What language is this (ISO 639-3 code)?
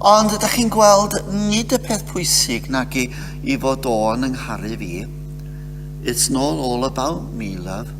cym